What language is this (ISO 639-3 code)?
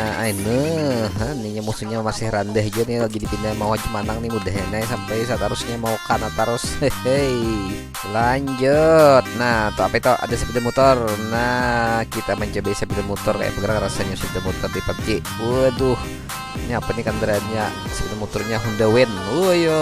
bjn